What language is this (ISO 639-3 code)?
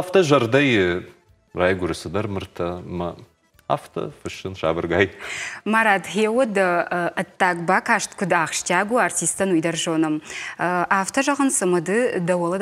oss